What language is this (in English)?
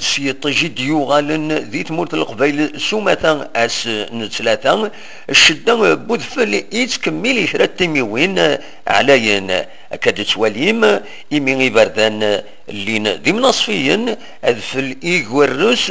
Kabyle